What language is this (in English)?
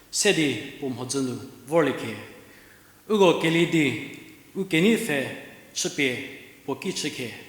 Angami Naga